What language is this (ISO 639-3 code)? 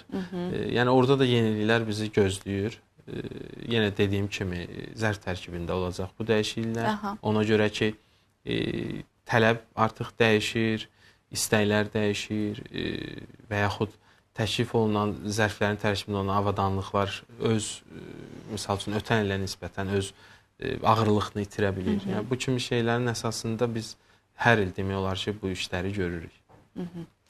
aze